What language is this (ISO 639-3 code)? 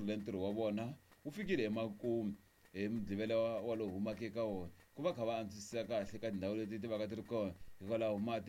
tso